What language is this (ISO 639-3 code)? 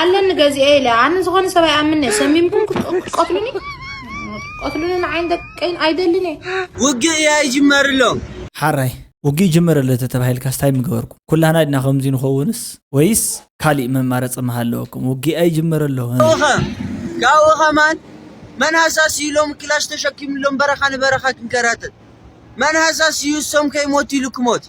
tir